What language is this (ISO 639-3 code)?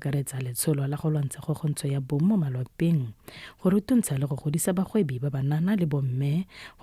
tsn